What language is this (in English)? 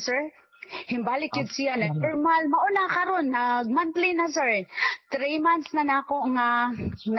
Cebuano